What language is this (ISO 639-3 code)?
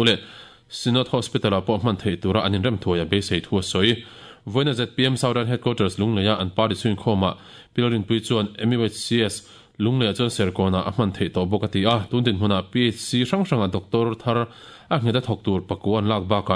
lus